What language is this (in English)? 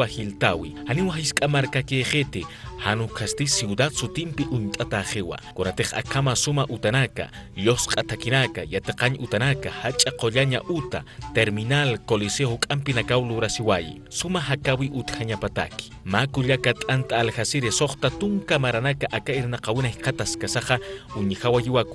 Aymara